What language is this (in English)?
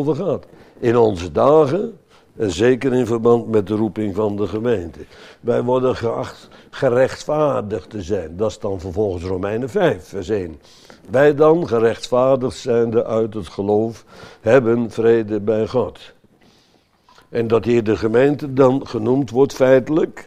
Dutch